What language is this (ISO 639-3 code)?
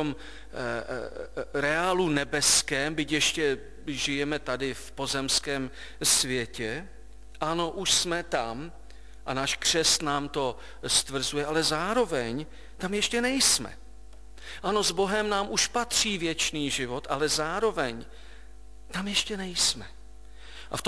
ces